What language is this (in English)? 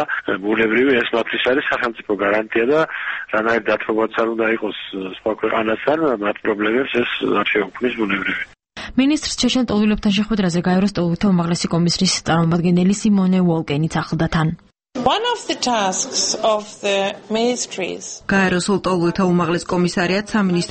Georgian